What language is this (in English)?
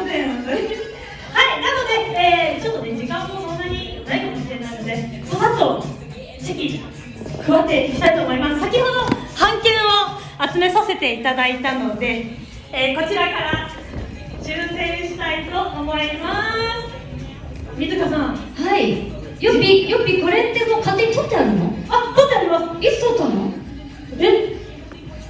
Japanese